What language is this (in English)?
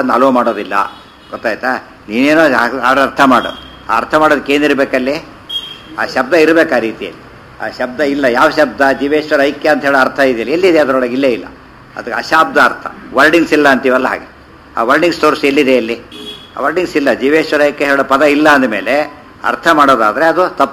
Kannada